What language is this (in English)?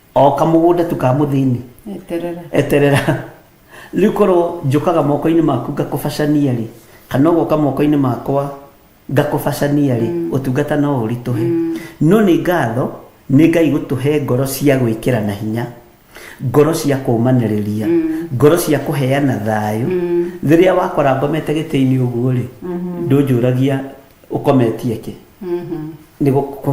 Kikuyu